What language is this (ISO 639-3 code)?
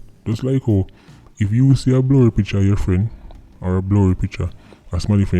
jam